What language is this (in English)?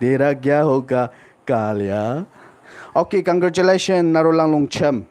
Naga Pidgin